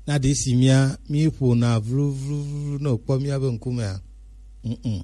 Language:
Gen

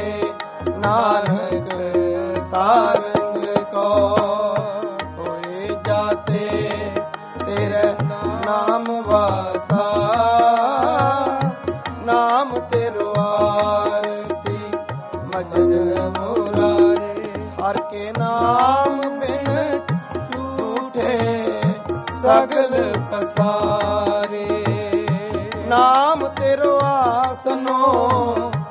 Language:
Punjabi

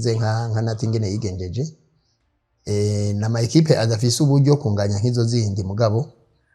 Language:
Rundi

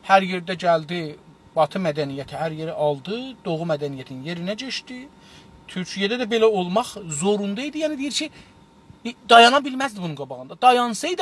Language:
South Azerbaijani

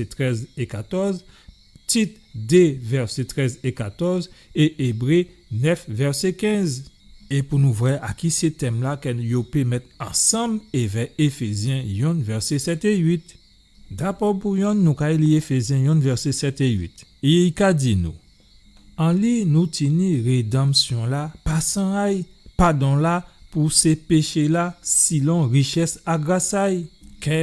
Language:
Guadeloupean Creole French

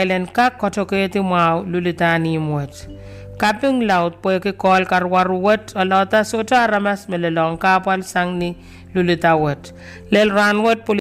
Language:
Pohnpeian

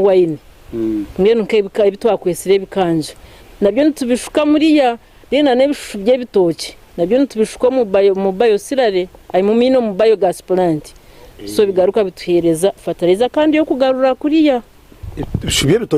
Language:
Nyankole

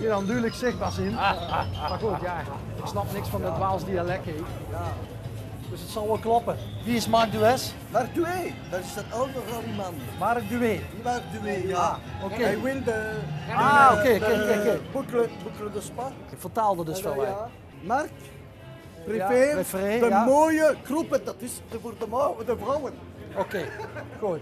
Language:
Limburgish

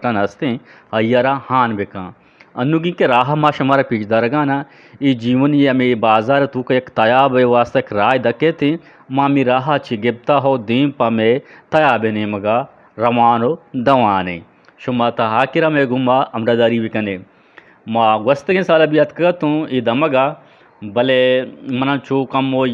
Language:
Eastern Balochi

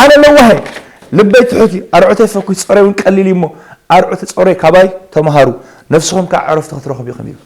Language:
Tigrinya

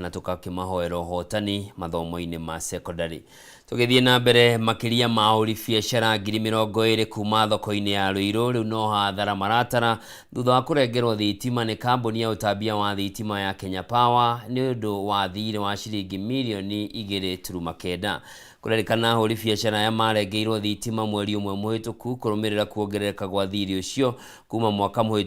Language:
Kikuyu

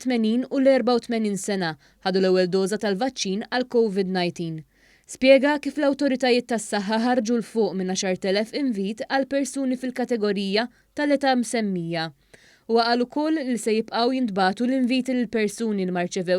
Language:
Maltese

